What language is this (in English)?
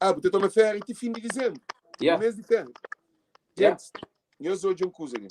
Kabuverdianu